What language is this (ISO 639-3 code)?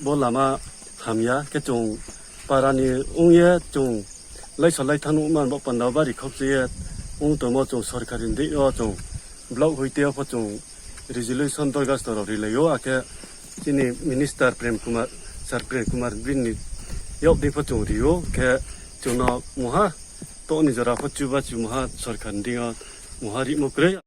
ria